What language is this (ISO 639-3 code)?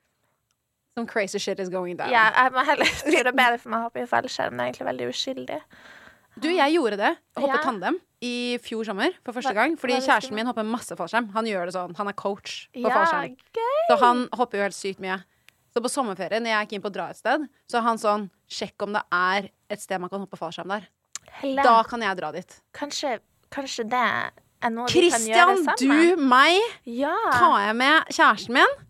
nor